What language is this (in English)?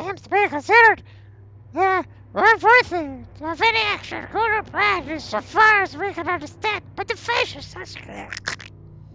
Finnish